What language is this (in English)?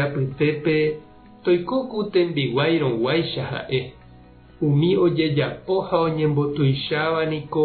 Guarani